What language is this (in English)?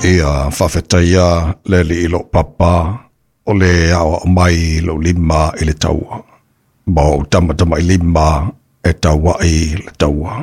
Samoan